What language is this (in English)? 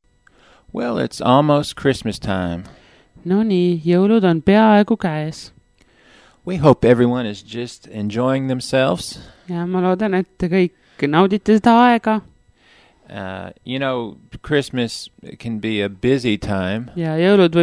Estonian